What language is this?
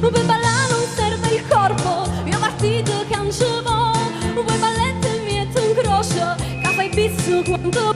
Neapolitan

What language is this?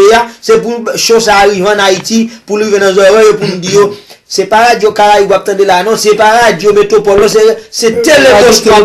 Haitian Creole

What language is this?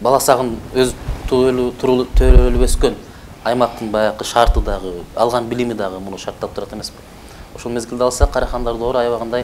Kyrgyz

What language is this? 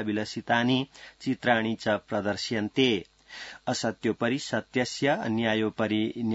Sanskrit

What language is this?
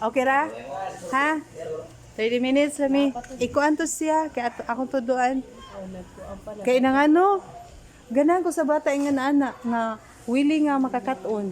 Cebuano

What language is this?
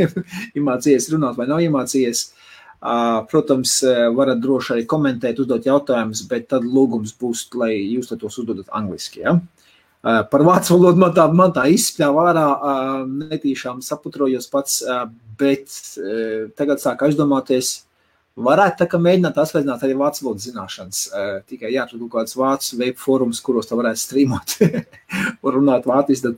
Latvian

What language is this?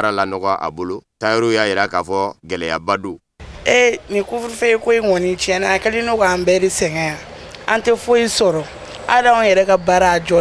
Bambara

